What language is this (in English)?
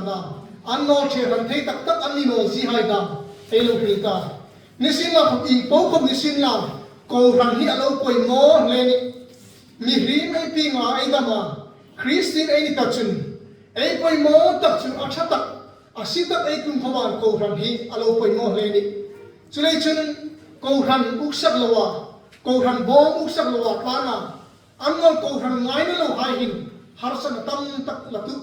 Hmar